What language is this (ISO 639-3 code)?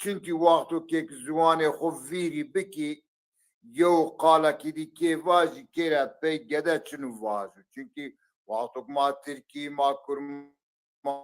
zza